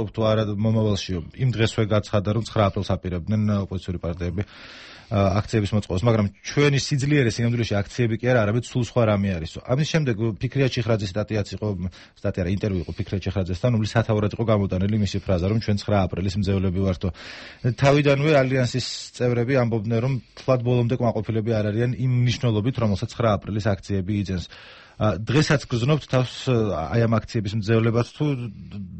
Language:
Georgian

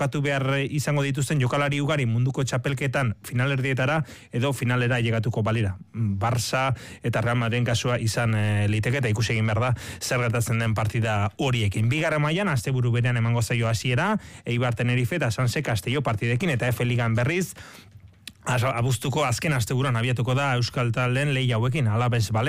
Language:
Basque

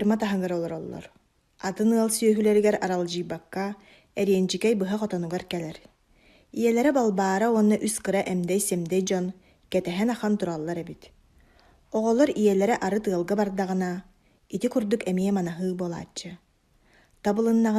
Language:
Yakut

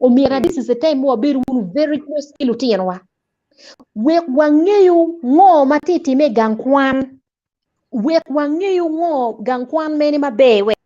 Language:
Acoli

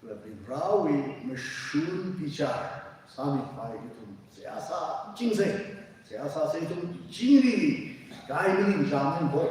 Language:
Tangkhul Naga (India)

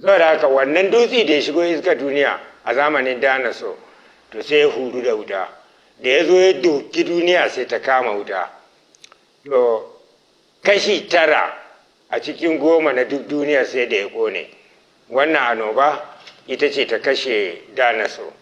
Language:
Hausa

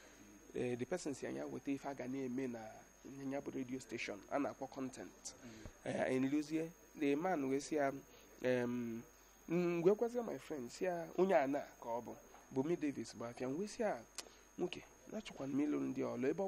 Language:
Igbo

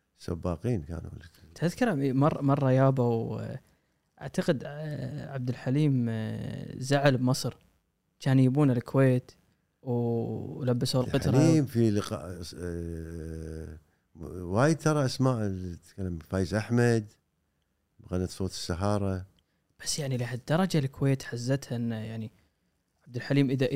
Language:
Gulf Arabic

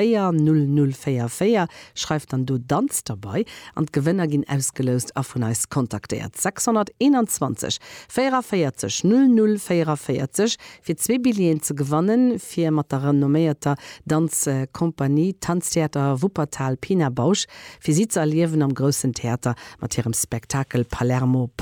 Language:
Luxembourgish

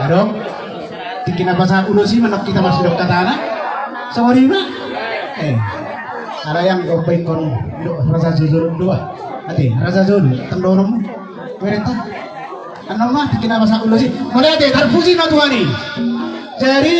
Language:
Batak Toba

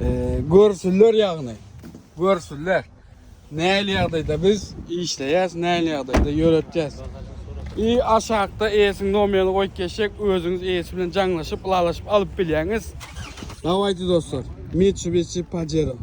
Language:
Turkmen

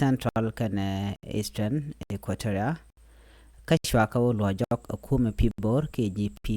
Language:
Nuer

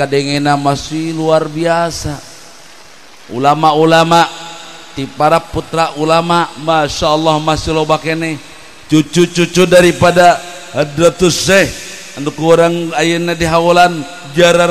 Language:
Sundanese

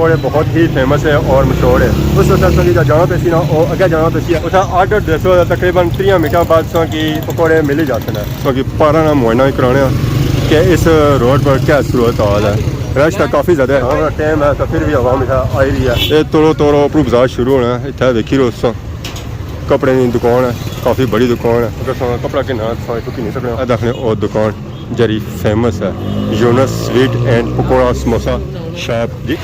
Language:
Pahari-Potwari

